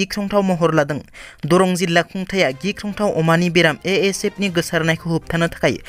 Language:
Bodo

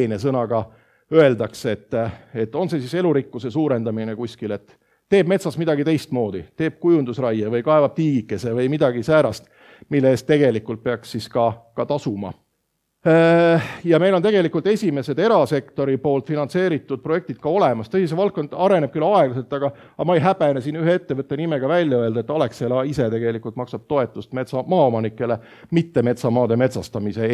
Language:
Estonian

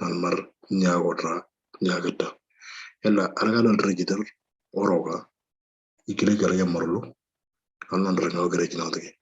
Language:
Moro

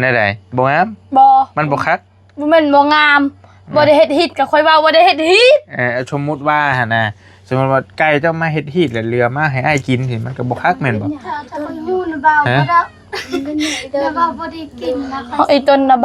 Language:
Northeastern Thai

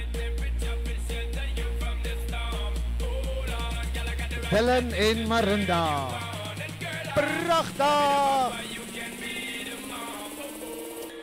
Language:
Afrikaans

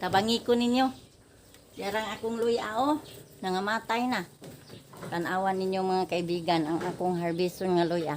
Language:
Cebuano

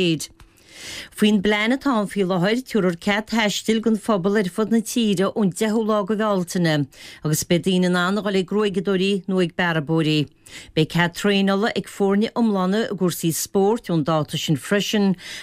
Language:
Irish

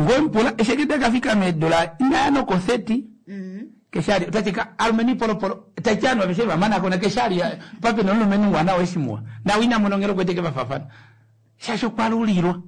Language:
Kuanyama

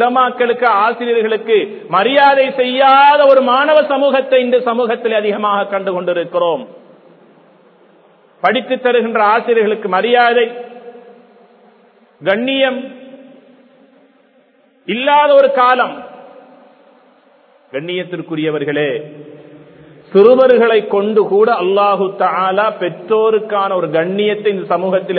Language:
Tamil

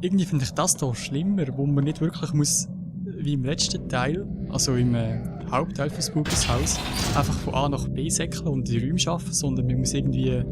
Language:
Swiss German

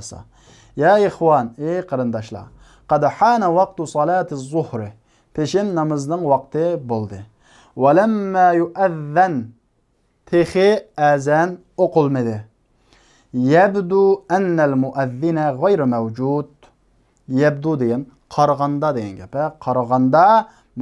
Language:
Uyghur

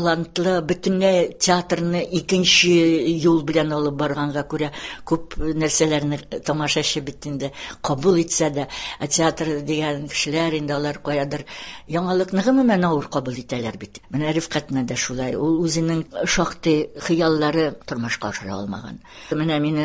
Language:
Tatar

